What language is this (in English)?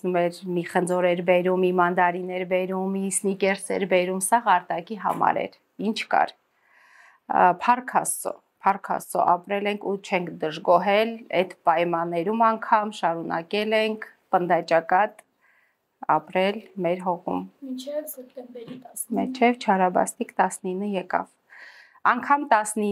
Armenian